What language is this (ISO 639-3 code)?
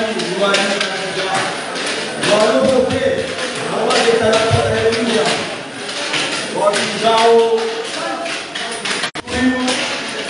swa